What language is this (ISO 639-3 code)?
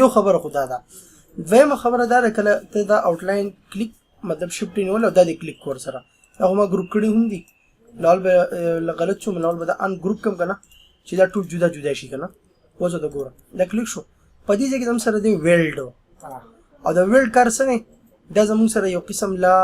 pus